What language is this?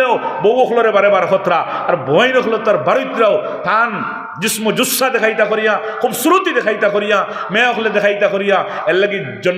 Sylheti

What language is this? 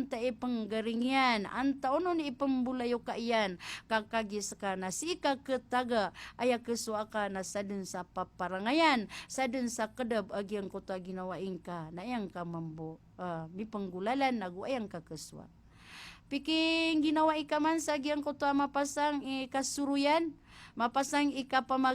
Maranao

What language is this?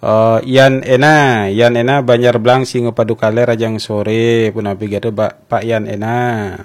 Balinese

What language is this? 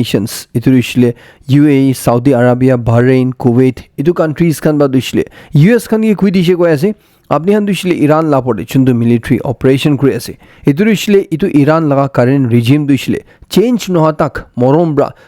Naga Pidgin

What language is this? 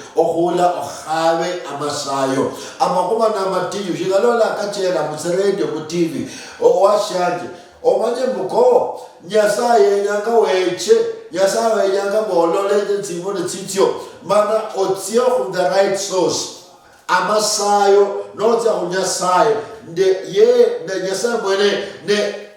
Luyia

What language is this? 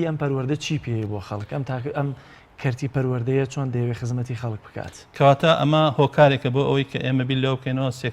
Central Kurdish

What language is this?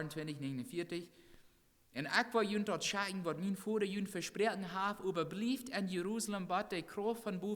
Plautdietsch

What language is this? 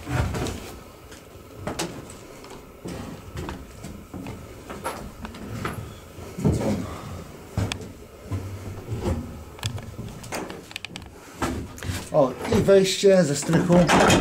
Polish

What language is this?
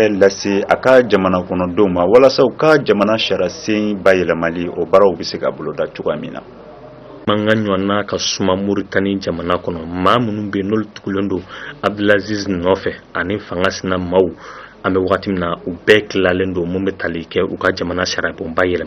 Bambara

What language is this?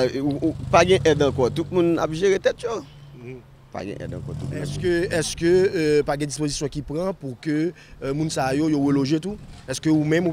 Haitian Creole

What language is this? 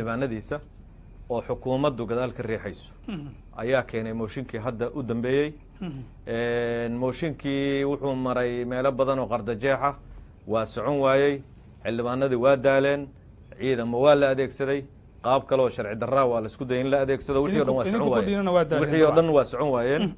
Somali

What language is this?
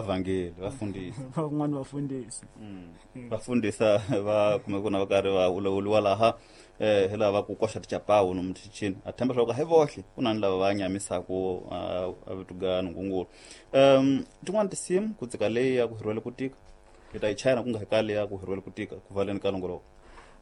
Tsonga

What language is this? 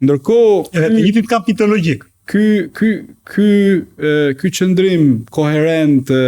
Albanian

